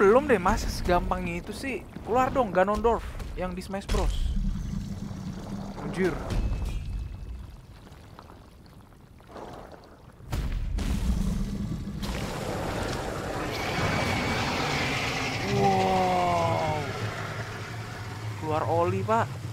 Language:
Indonesian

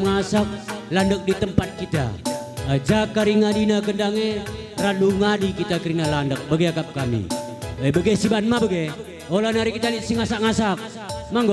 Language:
Batak Karo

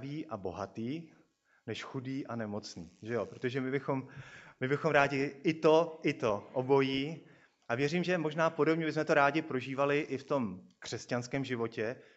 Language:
Czech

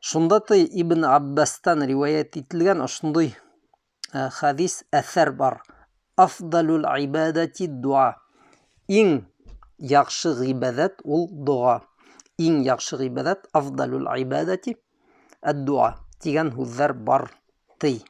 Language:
Bashkir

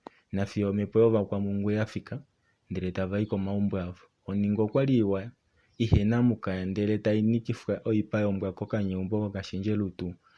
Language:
Kuanyama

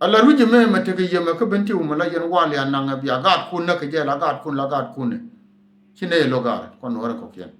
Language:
Nuer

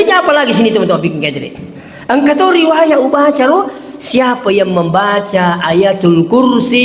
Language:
Buginese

